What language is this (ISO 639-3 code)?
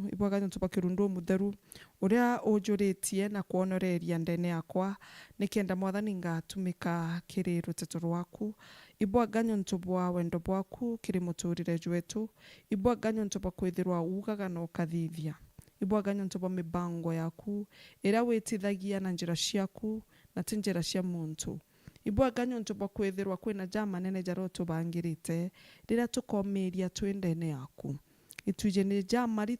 mer